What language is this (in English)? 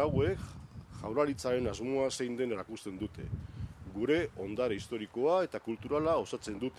Basque